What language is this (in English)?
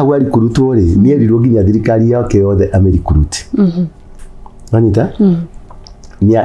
Kikuyu